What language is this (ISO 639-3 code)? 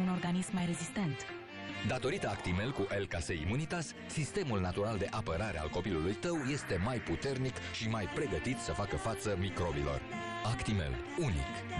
ron